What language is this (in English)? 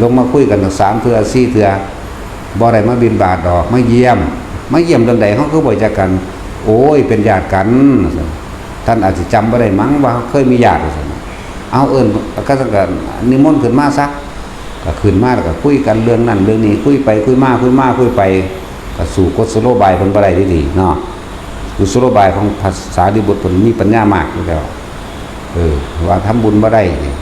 Northeastern Thai